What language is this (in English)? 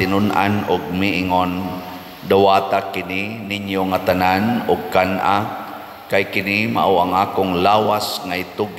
Cebuano